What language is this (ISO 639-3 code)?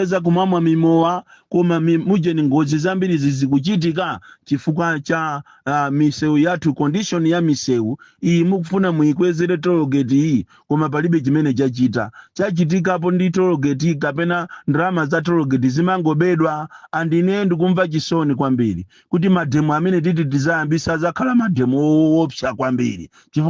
nya